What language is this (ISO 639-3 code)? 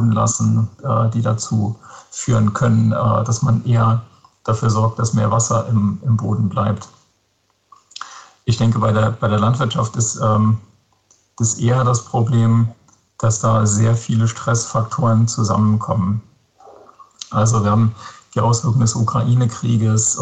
deu